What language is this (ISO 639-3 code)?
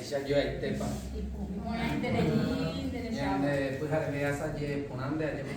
grn